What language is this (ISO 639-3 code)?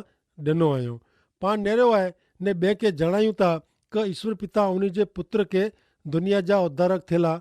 kfr